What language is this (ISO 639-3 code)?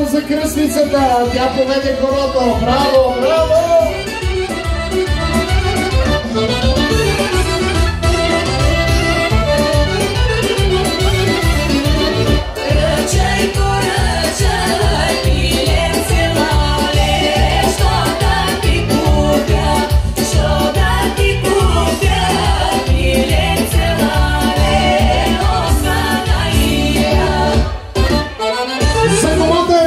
bul